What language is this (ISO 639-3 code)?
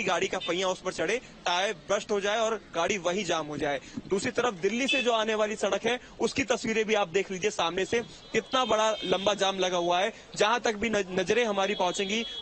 hin